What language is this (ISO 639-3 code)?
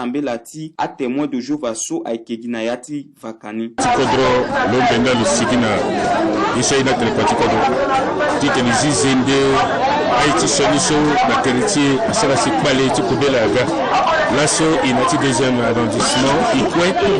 sag